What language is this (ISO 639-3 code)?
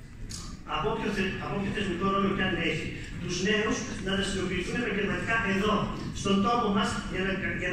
ell